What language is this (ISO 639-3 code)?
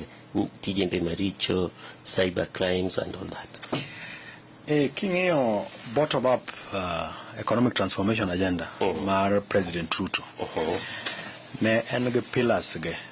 luo